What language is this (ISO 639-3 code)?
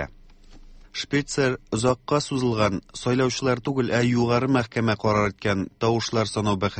tat